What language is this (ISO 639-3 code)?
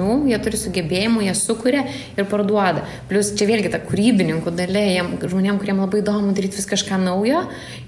lit